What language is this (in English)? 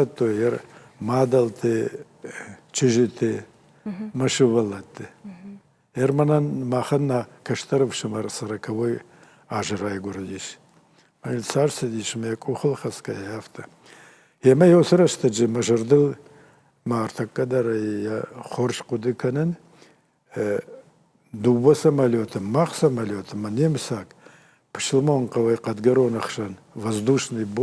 Ossetic